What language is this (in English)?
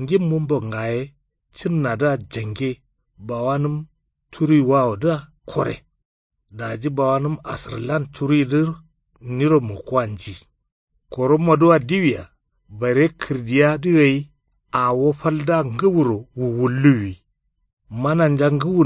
Kanuri